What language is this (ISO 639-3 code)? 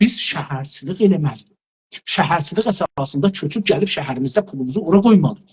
azb